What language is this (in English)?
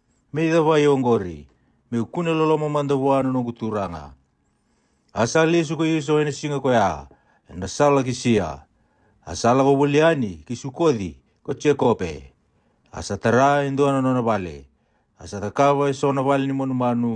Fijian